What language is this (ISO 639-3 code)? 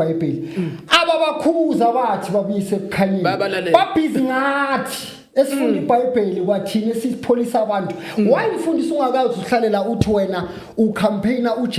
zul